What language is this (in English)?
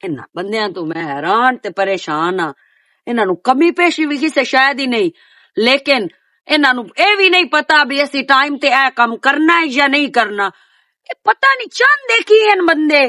Western Panjabi